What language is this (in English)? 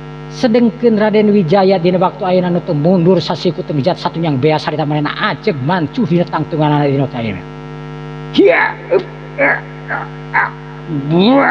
Sundanese